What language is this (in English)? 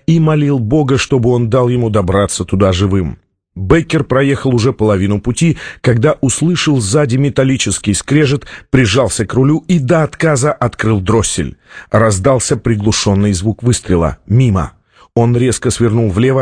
Russian